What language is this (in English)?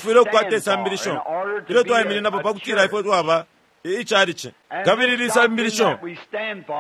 Bemba